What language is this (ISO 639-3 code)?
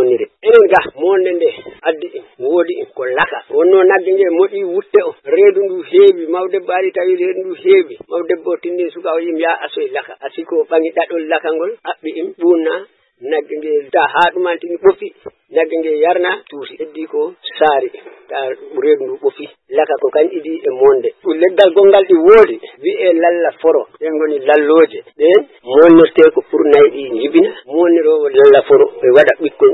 ful